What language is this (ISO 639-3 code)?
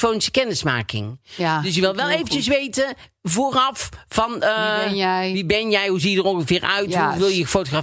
nld